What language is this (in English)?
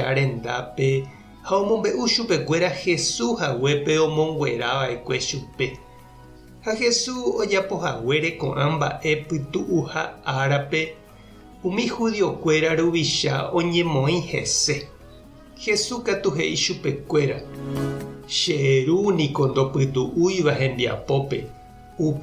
Guarani